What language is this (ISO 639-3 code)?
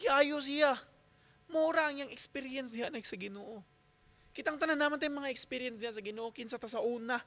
ceb